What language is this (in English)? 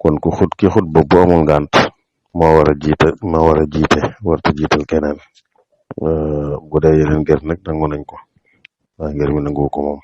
Wolof